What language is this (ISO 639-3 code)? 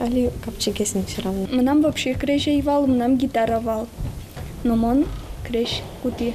udm